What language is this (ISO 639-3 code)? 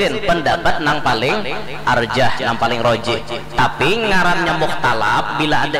bjn